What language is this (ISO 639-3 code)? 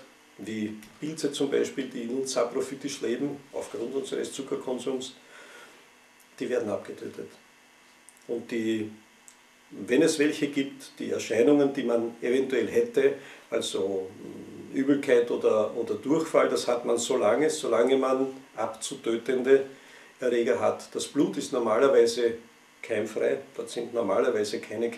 deu